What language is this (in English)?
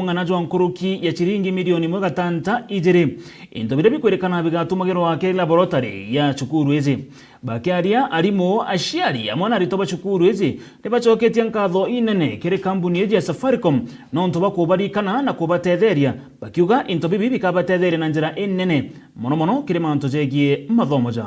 Meru